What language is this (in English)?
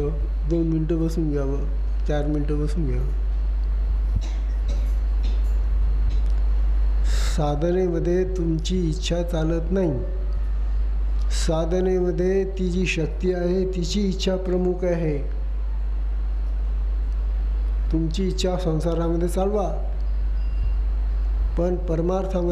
Marathi